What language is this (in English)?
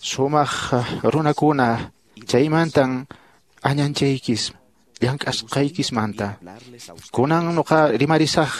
Quechua